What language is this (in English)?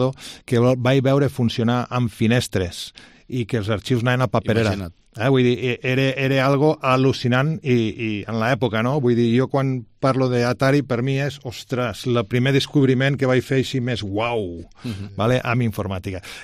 Catalan